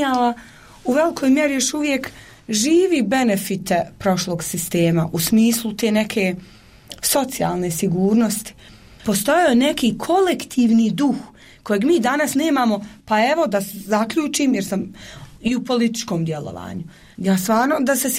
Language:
Bosnian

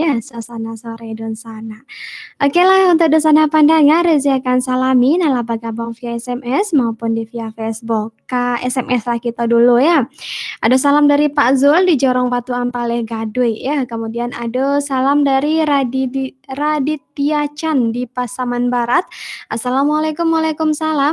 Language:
Minangkabau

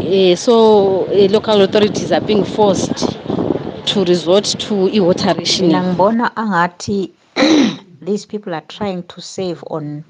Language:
North Ndebele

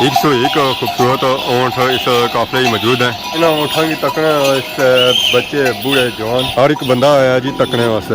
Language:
Pahari-Potwari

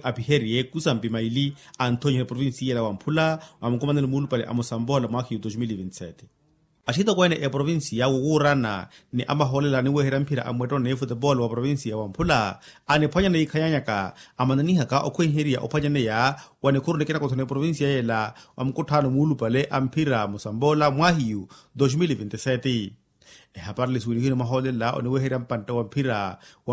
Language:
Makhuwa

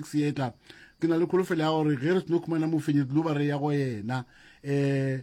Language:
Northern Sotho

